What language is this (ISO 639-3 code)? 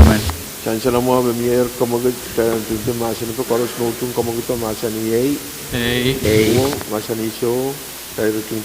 pon